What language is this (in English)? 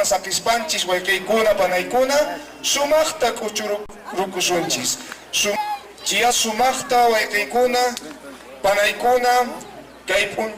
Quechua